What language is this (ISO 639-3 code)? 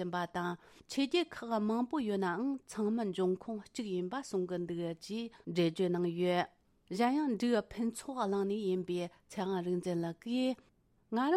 bod